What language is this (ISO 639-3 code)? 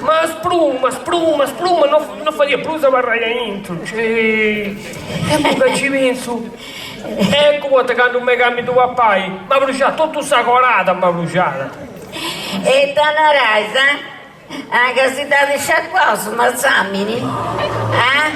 srd